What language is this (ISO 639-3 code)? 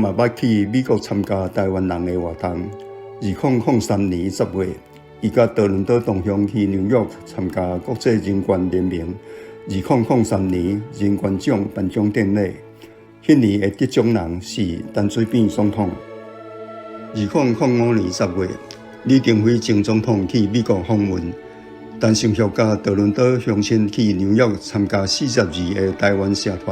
nan